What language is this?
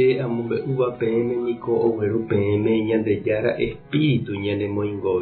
Guarani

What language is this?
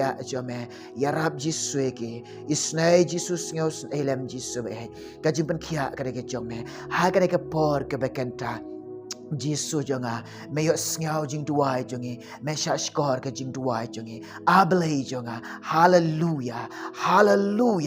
Khasi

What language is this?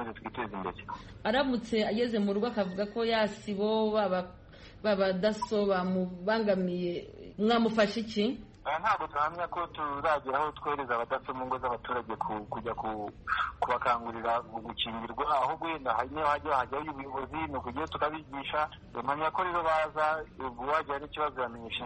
Kinyarwanda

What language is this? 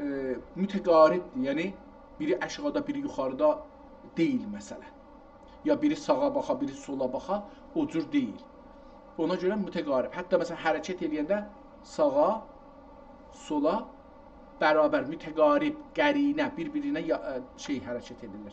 South Azerbaijani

